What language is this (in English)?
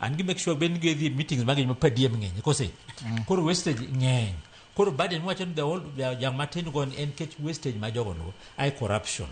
Luo (Kenya and Tanzania)